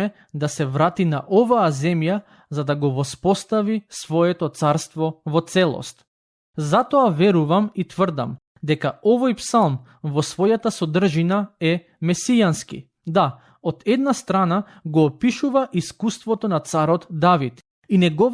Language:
Macedonian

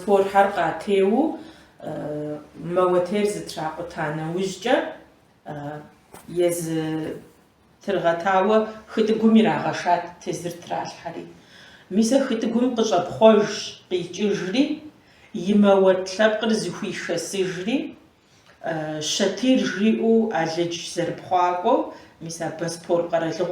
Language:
Kabardian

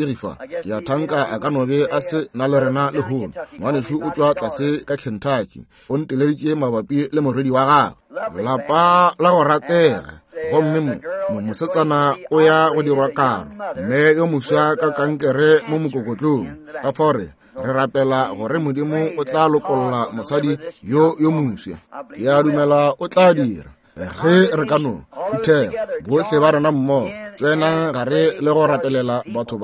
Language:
Northern Sotho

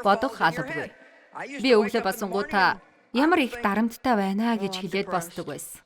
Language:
Mongolian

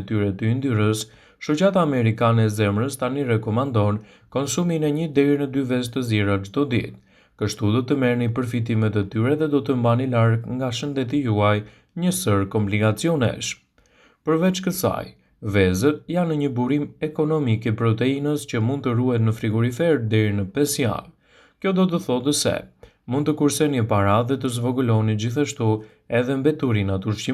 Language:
Albanian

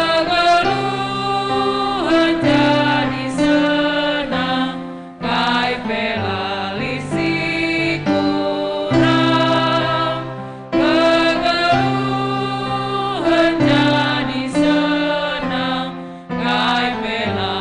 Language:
Batak Karo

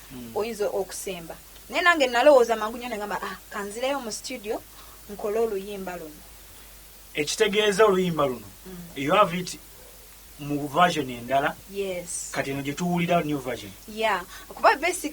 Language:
Ganda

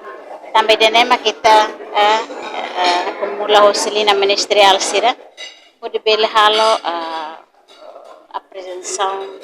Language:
Tetum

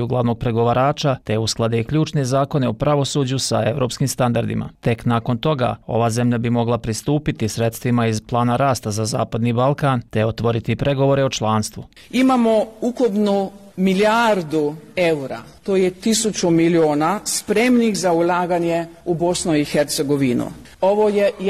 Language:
Bosnian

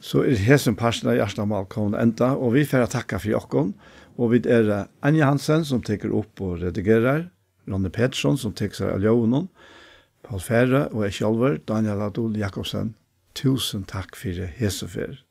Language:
Faroese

